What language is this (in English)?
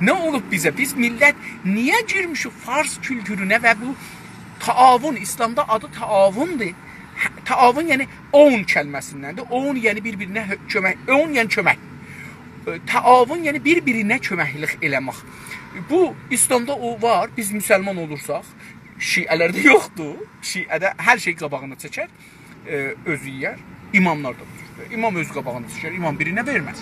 South Azerbaijani